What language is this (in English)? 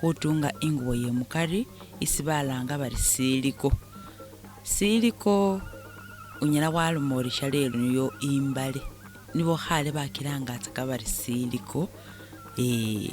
Masaaba